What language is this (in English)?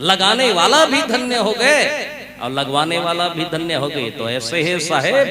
Chhattisgarhi